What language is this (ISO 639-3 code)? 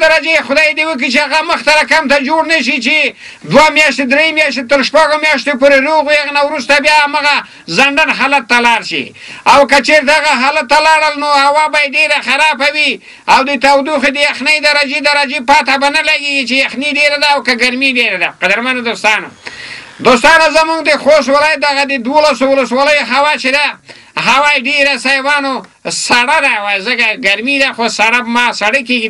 pus